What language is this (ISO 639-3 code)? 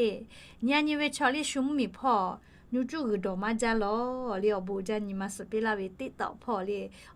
lhu